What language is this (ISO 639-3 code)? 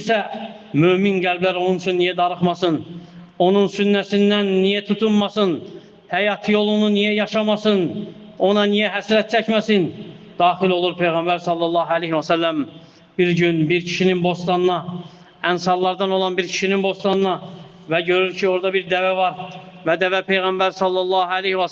aze